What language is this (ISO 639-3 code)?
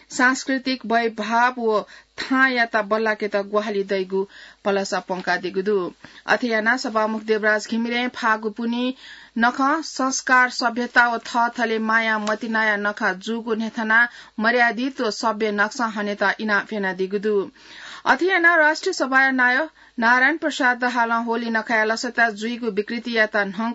new